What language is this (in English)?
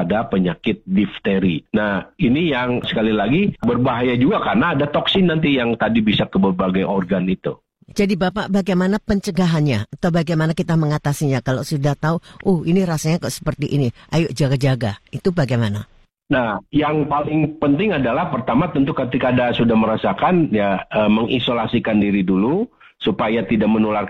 Indonesian